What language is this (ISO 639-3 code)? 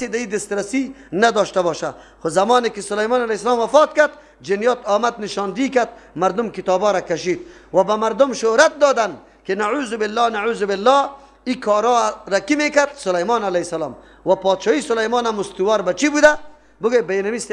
fas